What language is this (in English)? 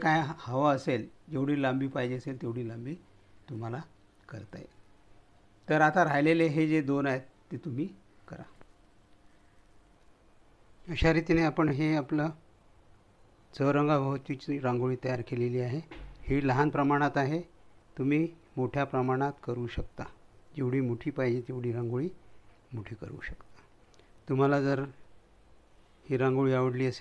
Marathi